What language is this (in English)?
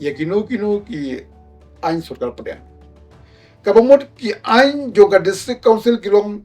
Khasi